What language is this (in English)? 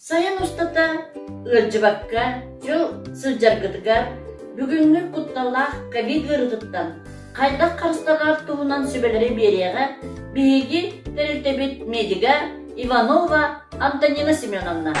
Yakut